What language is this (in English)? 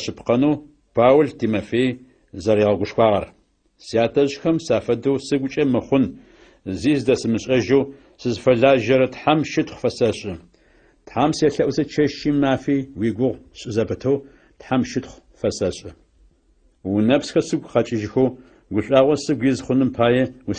Adyghe